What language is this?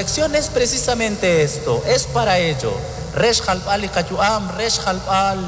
Kekchí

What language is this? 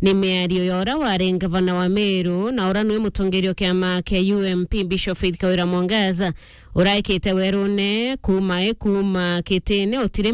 Meru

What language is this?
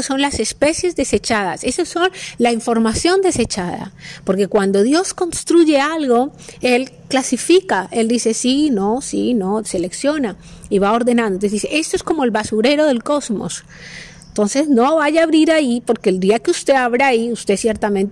Spanish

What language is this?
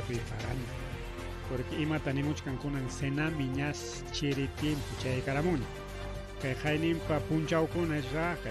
Ayacucho Quechua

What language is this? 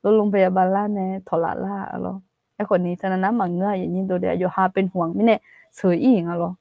Akha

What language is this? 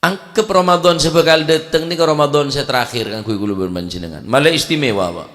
Madurese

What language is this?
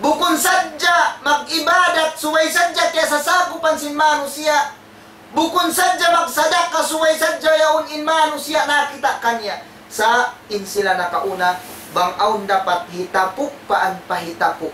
Tausug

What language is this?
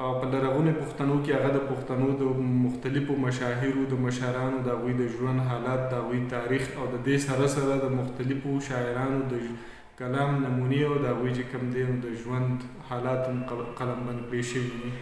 Pashto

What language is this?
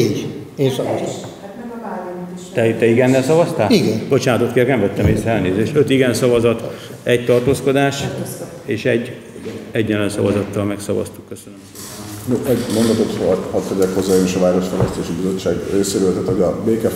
Hungarian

